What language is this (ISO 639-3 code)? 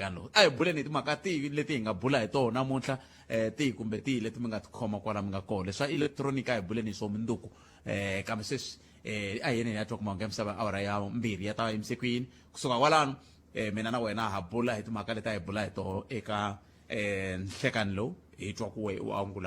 tso